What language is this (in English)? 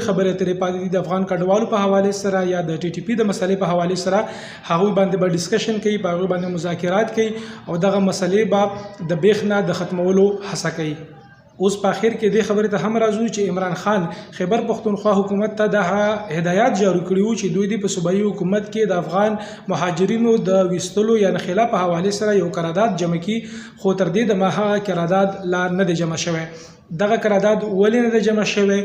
Pashto